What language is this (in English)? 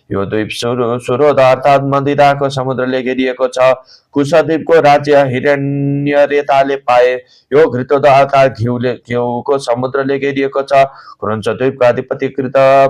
Nepali